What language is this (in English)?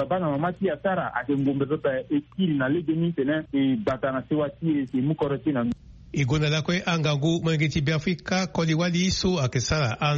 Sango